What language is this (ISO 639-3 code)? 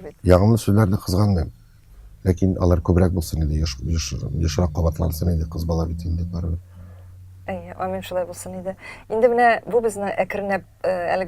tat